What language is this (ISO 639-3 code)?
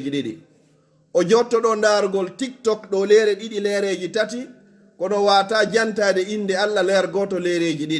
fuf